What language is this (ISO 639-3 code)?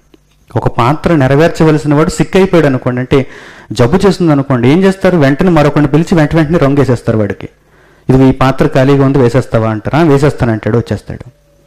tel